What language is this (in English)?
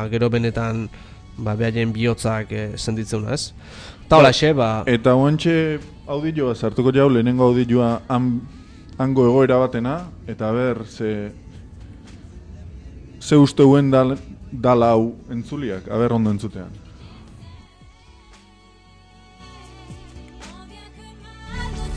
Basque